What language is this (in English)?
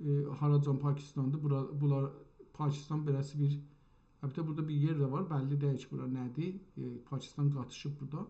South Azerbaijani